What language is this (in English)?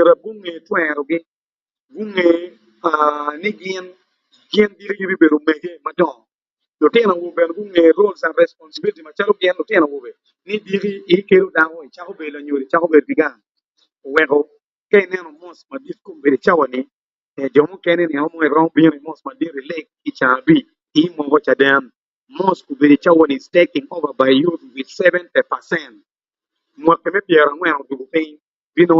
Acoli